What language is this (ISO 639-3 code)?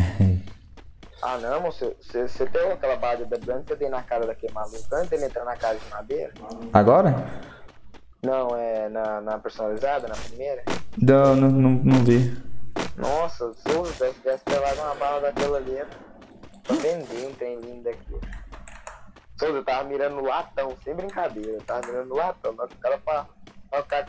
por